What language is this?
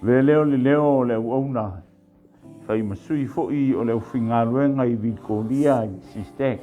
Samoan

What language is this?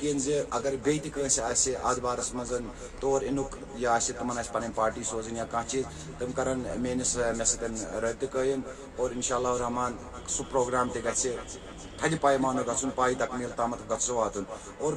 Kashmiri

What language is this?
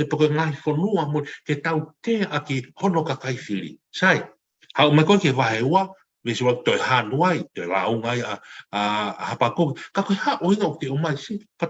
Tongan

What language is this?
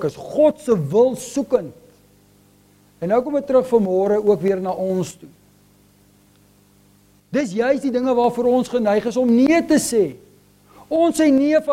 Afrikaans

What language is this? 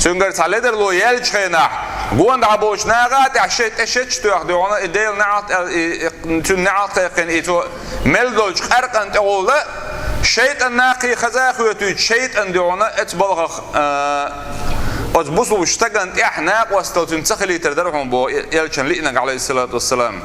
Chechen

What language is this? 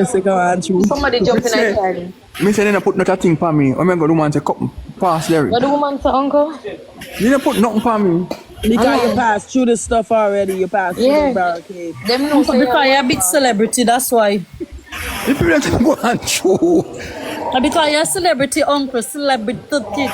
Jamaican Creole English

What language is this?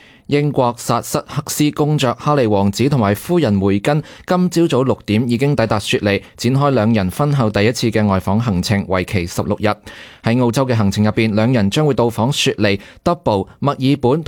Cantonese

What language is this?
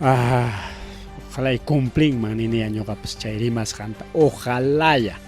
Ayacucho Quechua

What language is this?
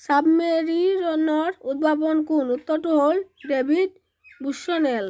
Assamese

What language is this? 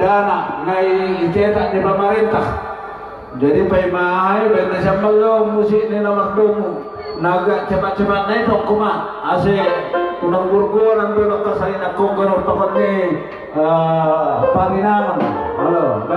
Batak Simalungun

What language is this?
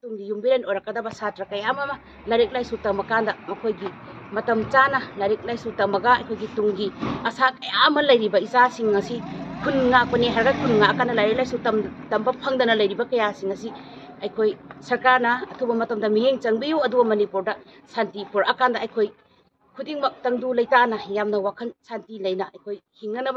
Manipuri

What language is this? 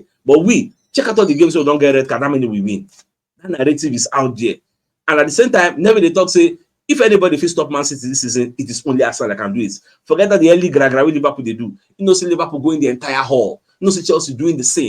Nigerian Pidgin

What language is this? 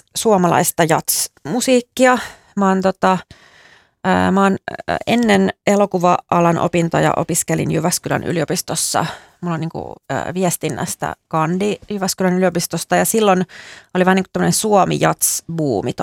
Finnish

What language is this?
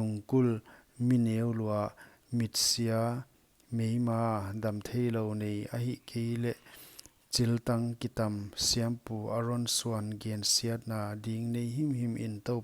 Paite Chin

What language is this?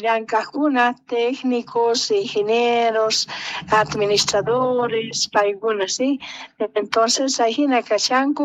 Quechua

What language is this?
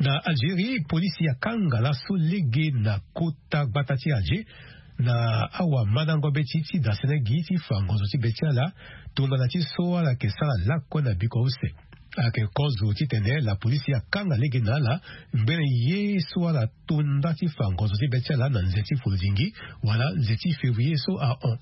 Sango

